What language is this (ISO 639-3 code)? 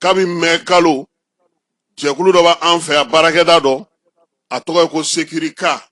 bam